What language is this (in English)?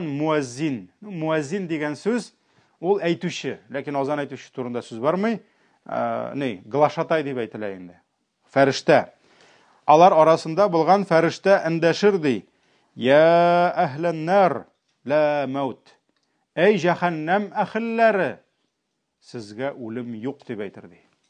Tatar